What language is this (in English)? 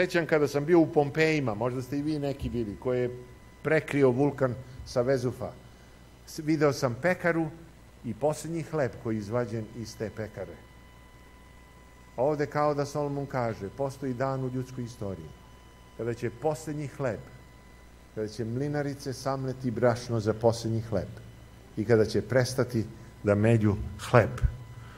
Serbian